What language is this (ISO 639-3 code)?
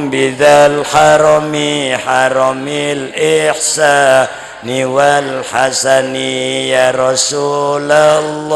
mad